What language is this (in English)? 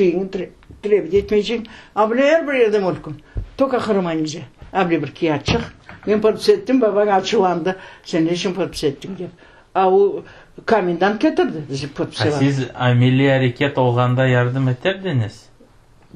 Crimean Tatar